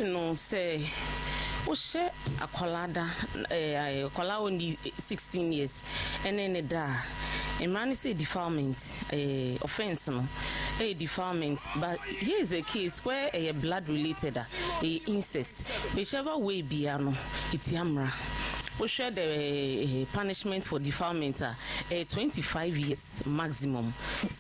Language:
Akan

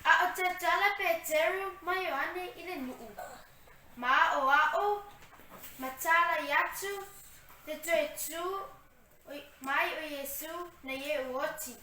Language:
Samoan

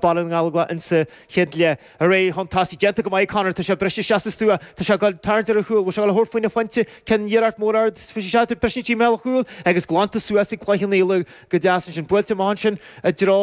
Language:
Irish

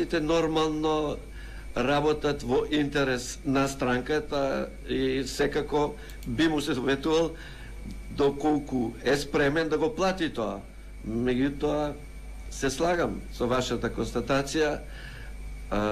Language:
Macedonian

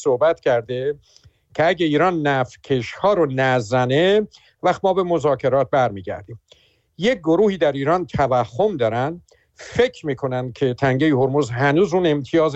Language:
Persian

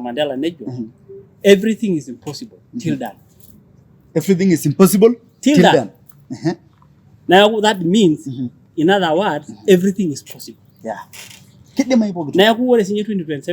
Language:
Masai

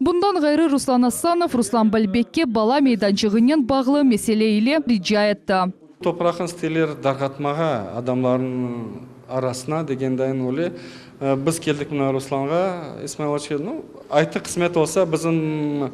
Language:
Crimean Tatar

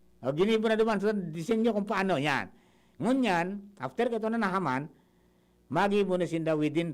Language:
Bikol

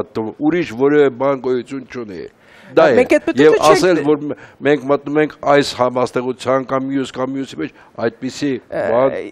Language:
Armenian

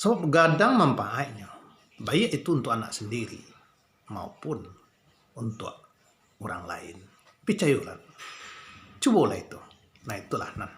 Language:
Minangkabau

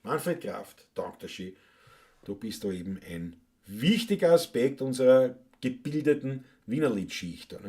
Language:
Bavarian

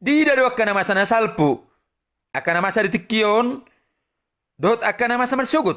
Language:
Batak Toba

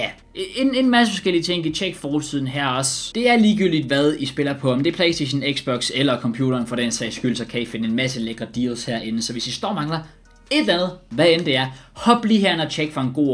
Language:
Danish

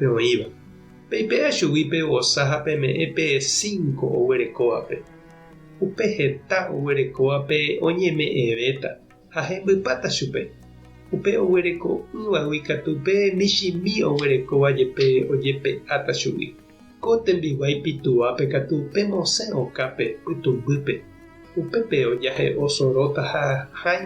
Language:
Guarani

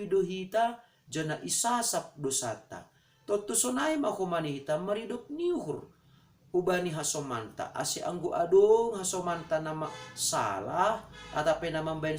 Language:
Batak Simalungun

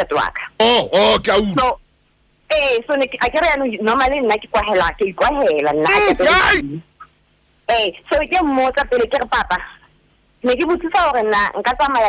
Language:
Southern Sotho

